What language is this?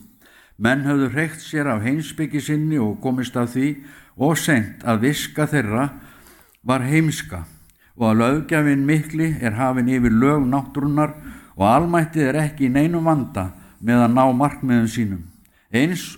Icelandic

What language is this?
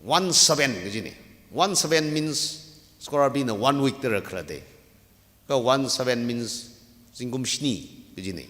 Tangkhul Naga (India)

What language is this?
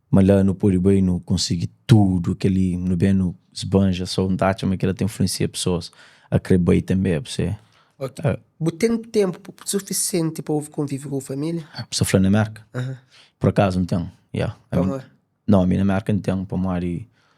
Kabuverdianu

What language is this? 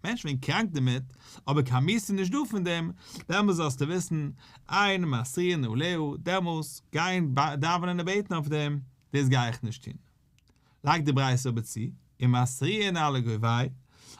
Yiddish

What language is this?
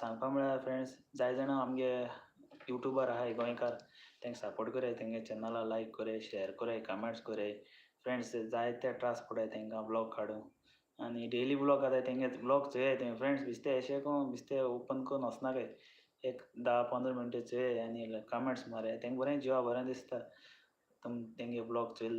Konkani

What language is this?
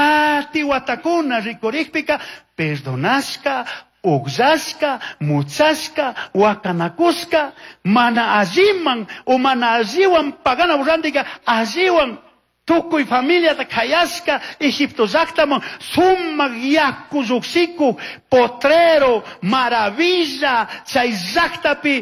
Chimborazo Highland Quichua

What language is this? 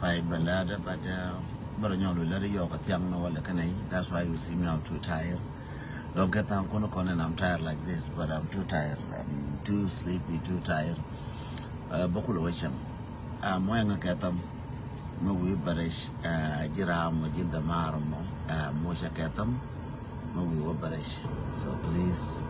Nuer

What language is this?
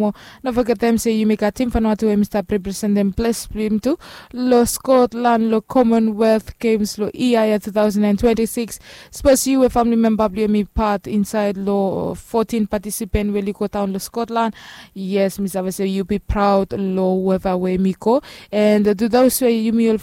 Bislama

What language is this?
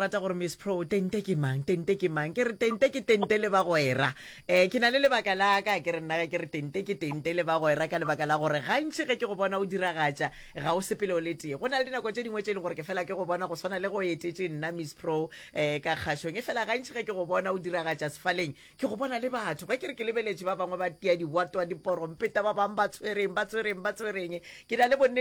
Northern Sotho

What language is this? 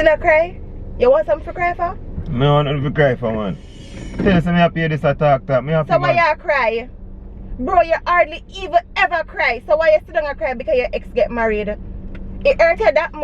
Jamaican Creole English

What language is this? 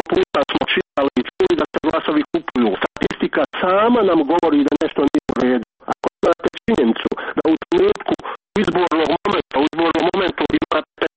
Croatian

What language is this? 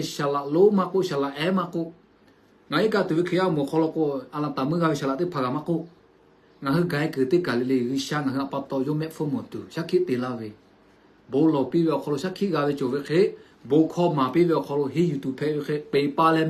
Lahu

